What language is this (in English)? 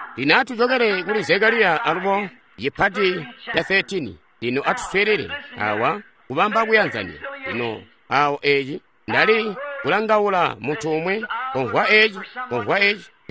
Tonga (Zambia)